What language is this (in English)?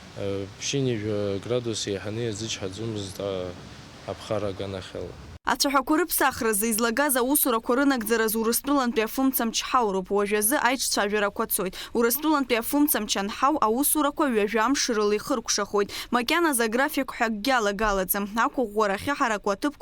Abkhazian